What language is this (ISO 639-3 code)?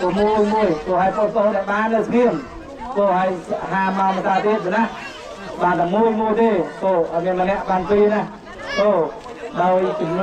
khm